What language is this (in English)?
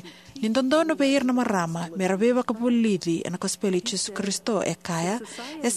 Fijian